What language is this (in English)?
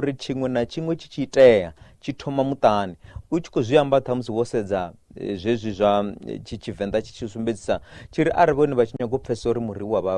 Venda